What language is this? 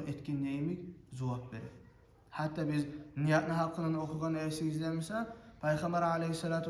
Kumyk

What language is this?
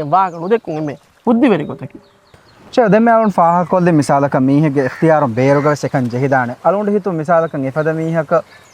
Divehi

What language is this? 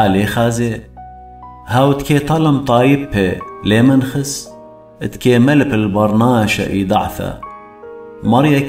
Assyrian Neo-Aramaic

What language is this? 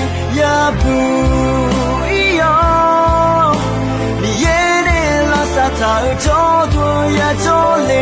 Akha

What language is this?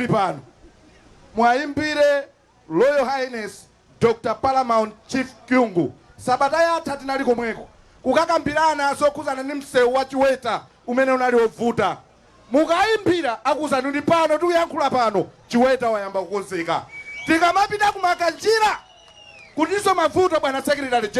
Nyanja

